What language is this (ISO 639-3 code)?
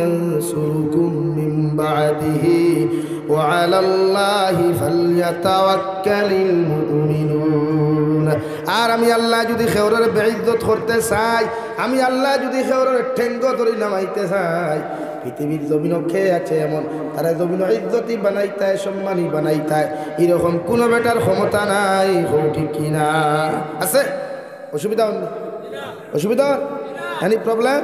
syl